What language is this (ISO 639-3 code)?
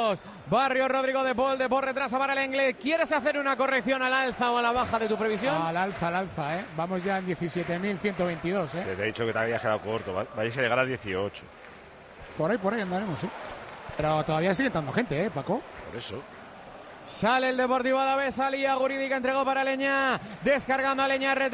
spa